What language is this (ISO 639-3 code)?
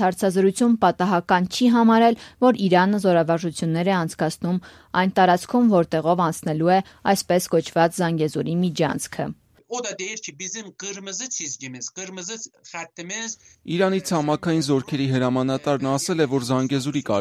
hye